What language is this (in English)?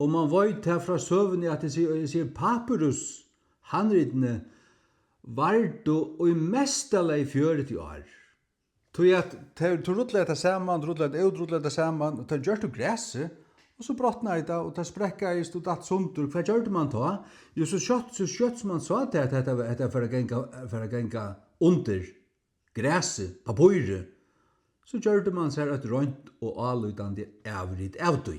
Faroese